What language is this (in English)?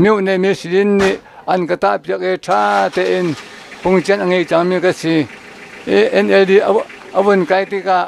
Hakha Chin